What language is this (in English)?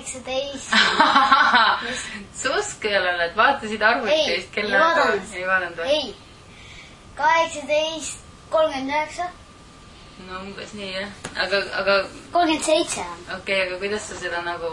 Estonian